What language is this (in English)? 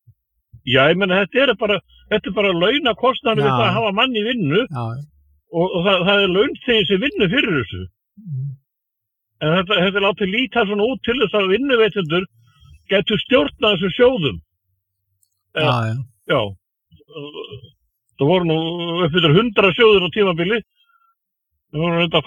Icelandic